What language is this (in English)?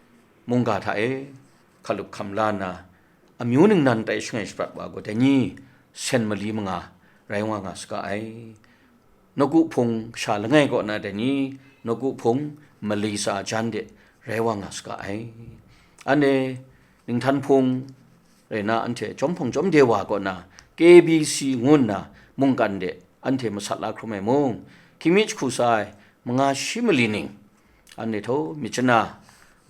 Kachin